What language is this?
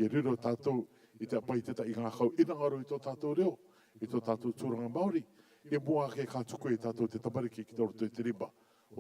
Rarotongan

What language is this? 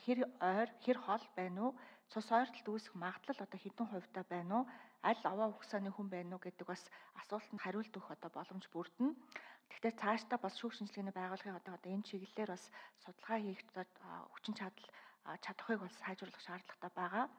Mongolian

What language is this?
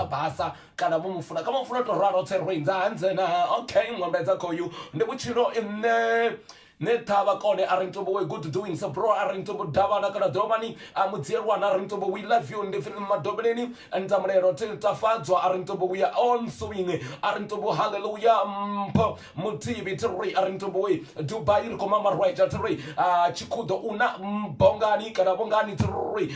Venda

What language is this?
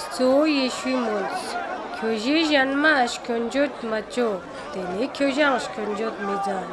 Ladakhi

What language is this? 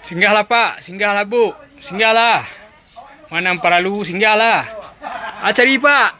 Minangkabau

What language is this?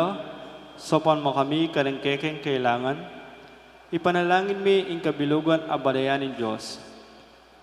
Pampanga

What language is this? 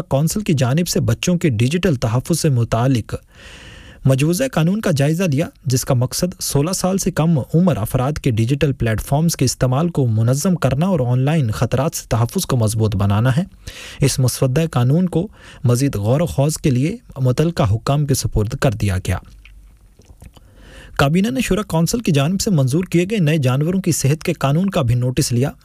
Urdu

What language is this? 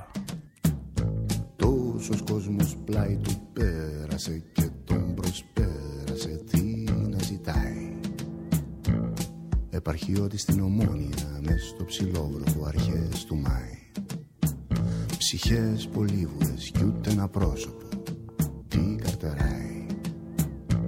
Greek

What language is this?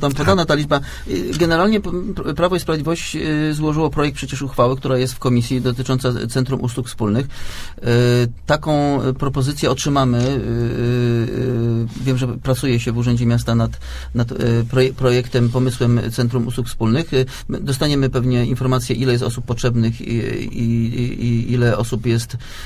Polish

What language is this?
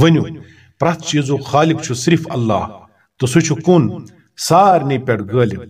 Kashmiri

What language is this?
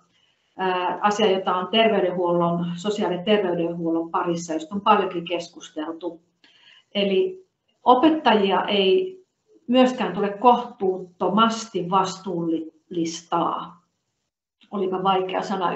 Finnish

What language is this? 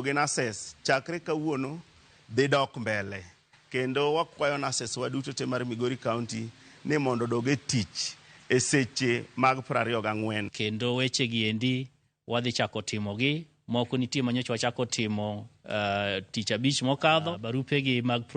Luo (Kenya and Tanzania)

